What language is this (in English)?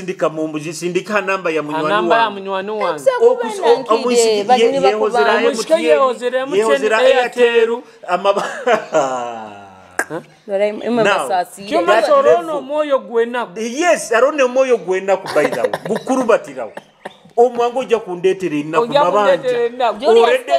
Nyoro